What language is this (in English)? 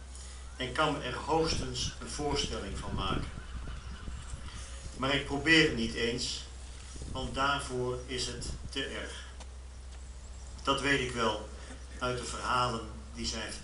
Dutch